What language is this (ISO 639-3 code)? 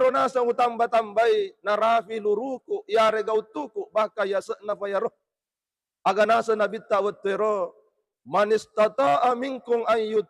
bug